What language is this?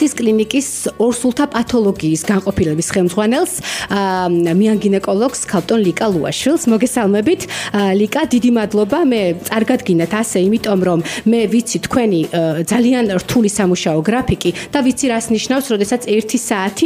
Georgian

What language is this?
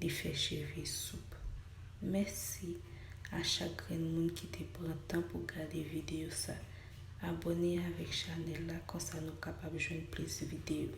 Haitian Creole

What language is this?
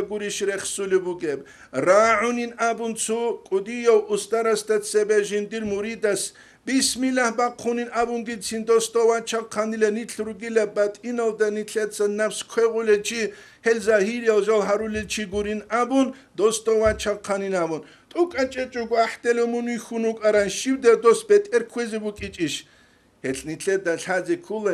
Avaric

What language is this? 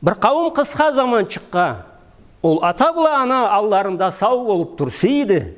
Karachay-Balkar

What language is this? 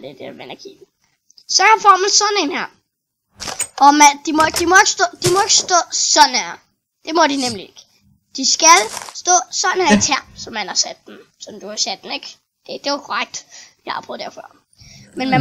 Danish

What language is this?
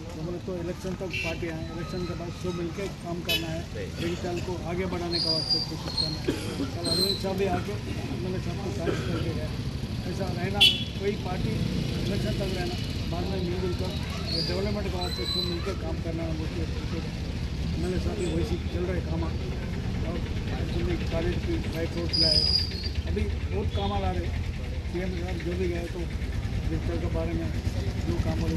Telugu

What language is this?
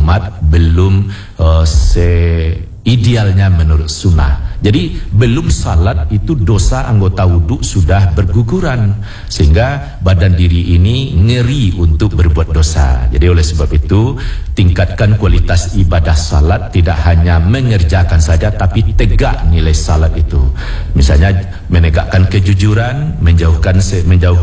Indonesian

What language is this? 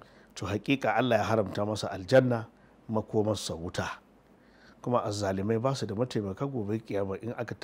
Hausa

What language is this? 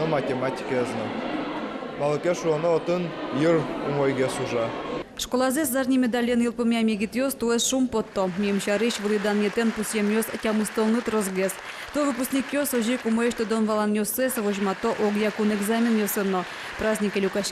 Udmurt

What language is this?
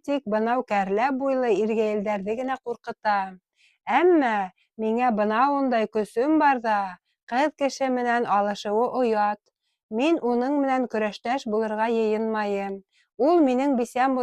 Bashkir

